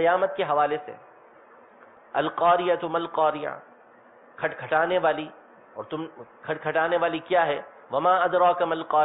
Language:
Urdu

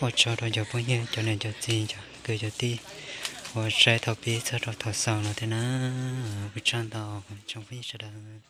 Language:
Hmong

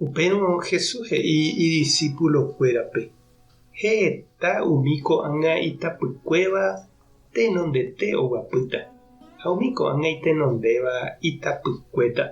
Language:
Guarani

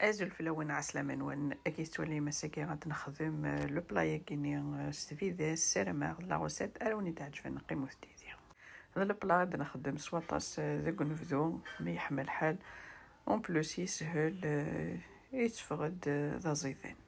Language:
Kabyle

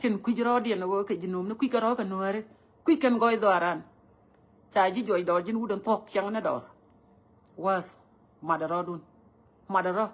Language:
Nuer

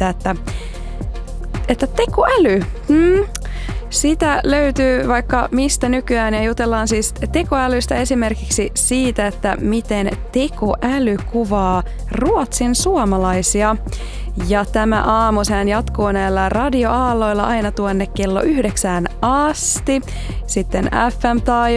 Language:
Finnish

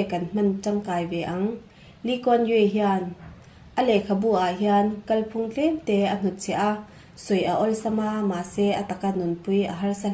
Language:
Mizo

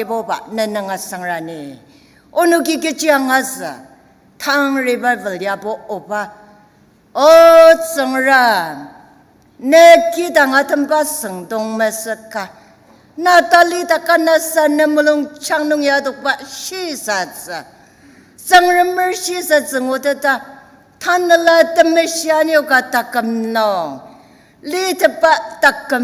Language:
Ao Naga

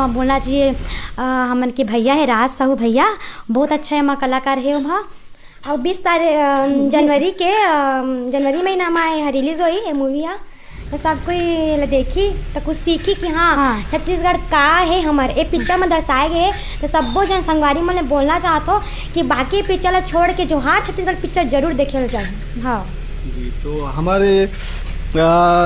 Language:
Chhattisgarhi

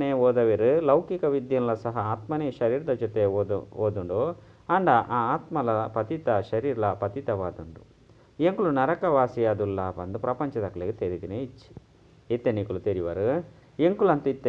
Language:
Tulu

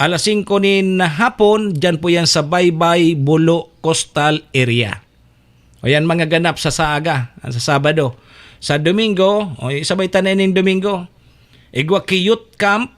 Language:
Bikol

